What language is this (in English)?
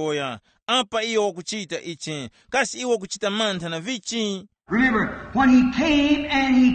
Tumbuka